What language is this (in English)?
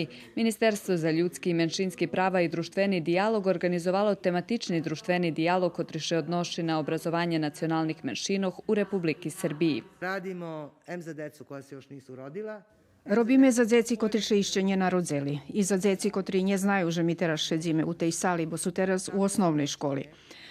Rusyn